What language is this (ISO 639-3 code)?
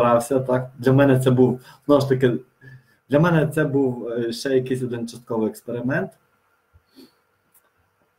ukr